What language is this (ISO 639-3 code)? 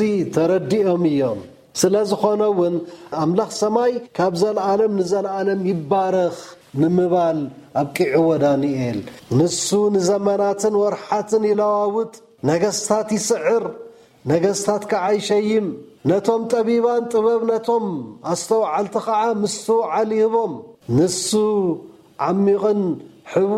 tir